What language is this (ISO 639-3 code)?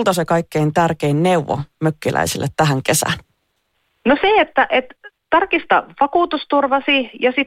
fin